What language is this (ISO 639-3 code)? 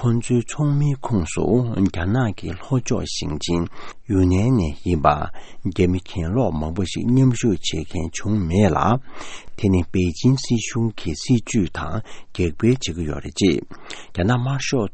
bod